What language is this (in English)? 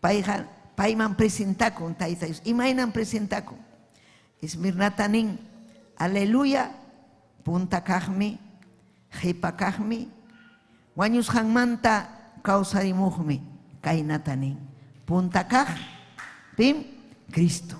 Ayacucho Quechua